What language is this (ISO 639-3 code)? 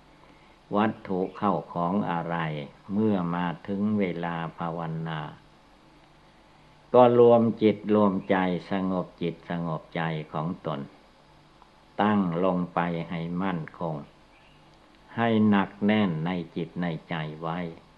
tha